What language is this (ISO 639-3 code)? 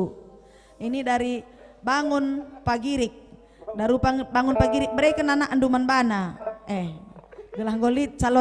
btx